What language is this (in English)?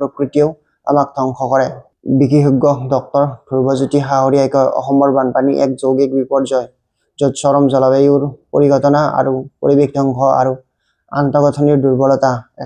Assamese